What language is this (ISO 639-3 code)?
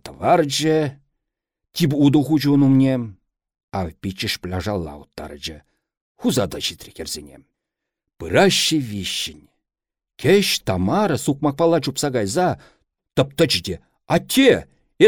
chv